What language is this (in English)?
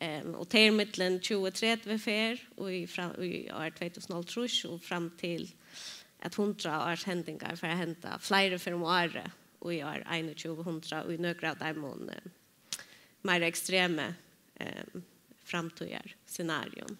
Faroese